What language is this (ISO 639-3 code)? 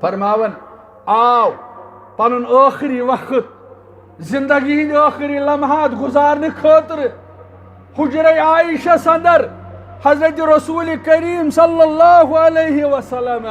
kas